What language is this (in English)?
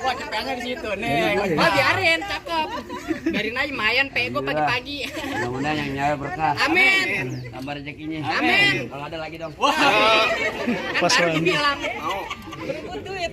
Betawi